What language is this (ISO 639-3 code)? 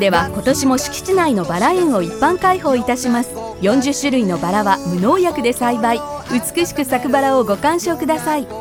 jpn